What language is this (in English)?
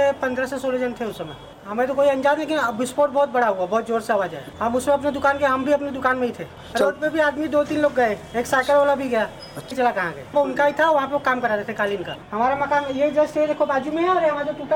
Hindi